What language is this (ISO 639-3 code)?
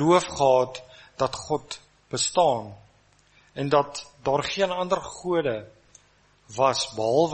afr